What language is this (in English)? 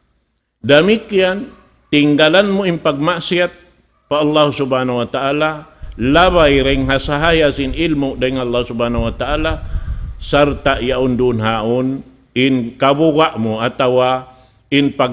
Tausug